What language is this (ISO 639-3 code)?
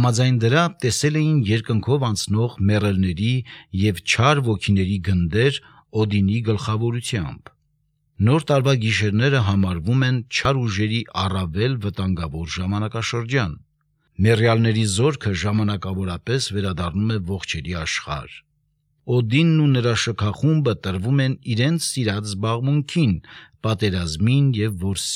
hye